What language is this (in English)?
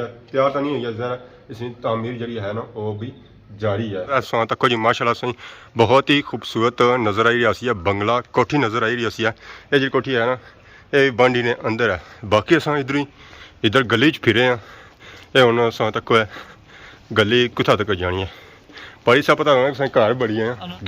Pahari-Potwari